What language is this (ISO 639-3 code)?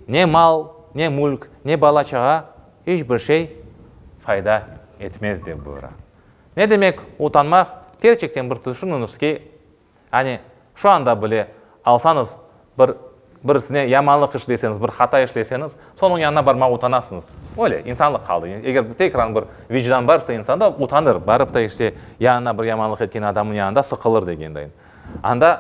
crh